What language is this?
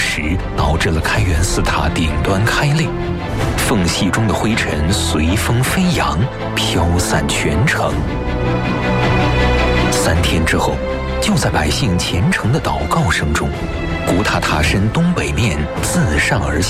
Chinese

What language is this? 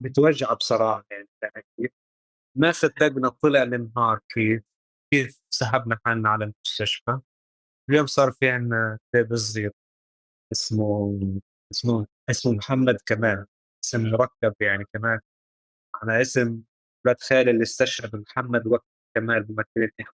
North Levantine Arabic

